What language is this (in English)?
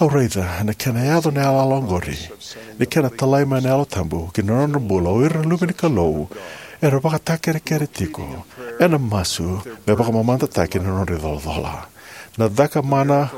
Fijian